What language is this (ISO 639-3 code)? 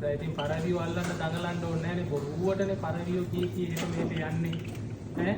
sin